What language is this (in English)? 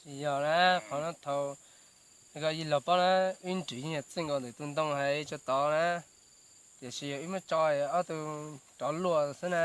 Hmong